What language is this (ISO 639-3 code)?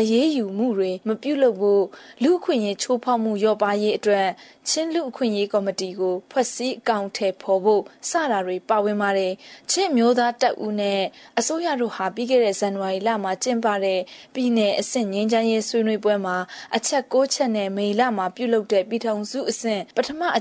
mya